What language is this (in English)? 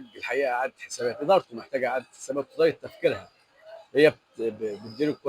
Egyptian Arabic